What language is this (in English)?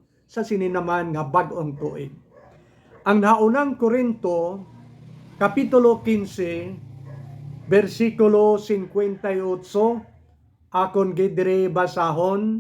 Hiligaynon